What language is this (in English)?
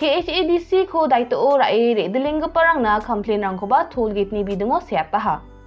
Garo